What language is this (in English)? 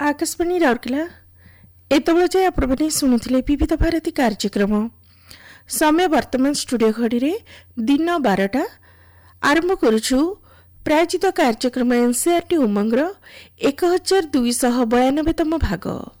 Odia